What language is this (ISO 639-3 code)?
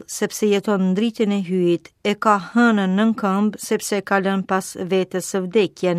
sqi